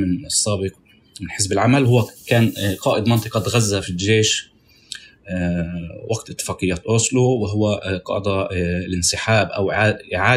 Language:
North Levantine Arabic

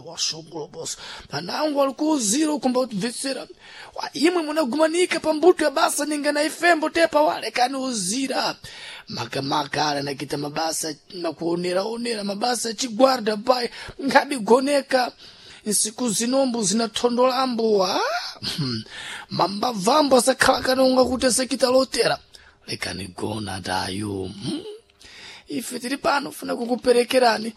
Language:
Sena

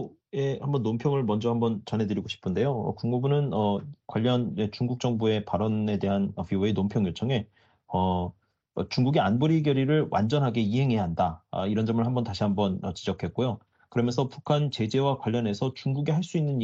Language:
Korean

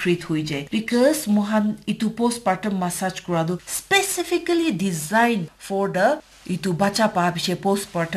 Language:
Naga Pidgin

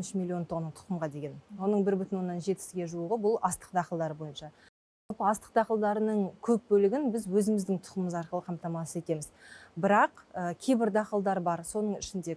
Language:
Kazakh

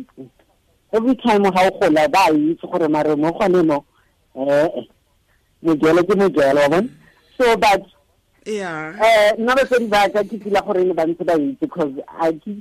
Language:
Tswana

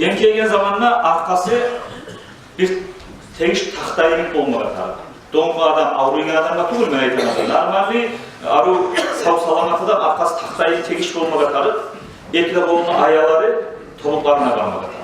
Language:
Kumyk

